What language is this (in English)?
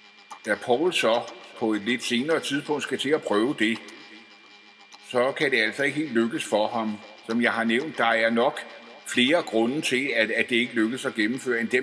Danish